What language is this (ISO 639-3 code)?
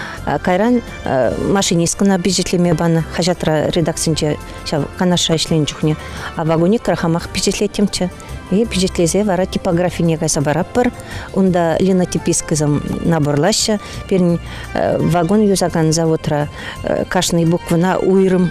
chv